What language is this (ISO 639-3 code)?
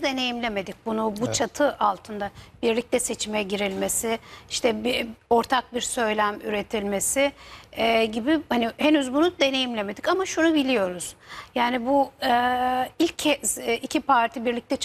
tur